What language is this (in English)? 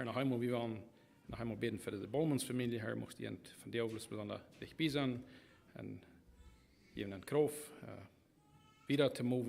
Plautdietsch